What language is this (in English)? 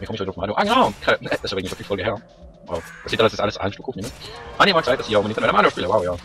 Swiss German